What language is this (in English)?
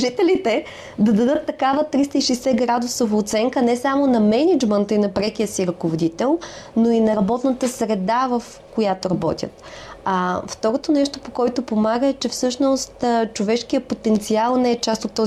Bulgarian